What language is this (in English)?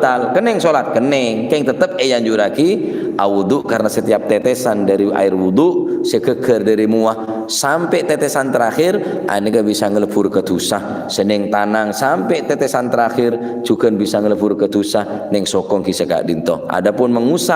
Madurese